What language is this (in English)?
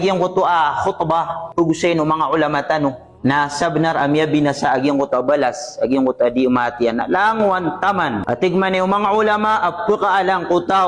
Maranao